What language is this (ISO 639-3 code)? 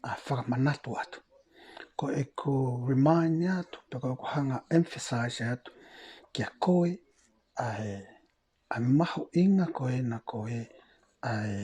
ton